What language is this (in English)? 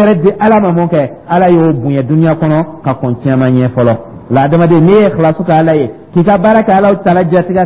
Dyula